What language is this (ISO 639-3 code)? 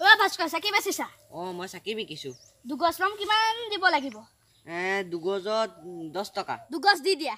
asm